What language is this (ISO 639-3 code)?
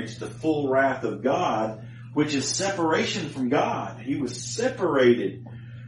eng